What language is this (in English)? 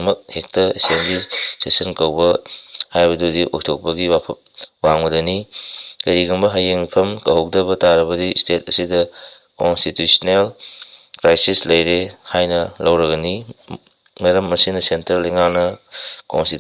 Manipuri